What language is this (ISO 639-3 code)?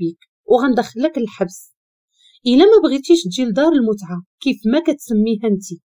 ary